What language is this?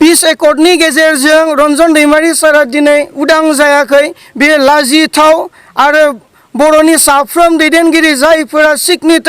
Bodo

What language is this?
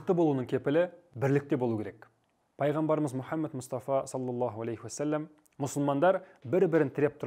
Kazakh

